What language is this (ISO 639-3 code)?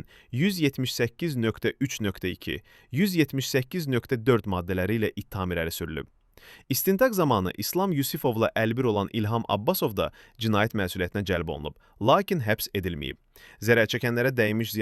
aze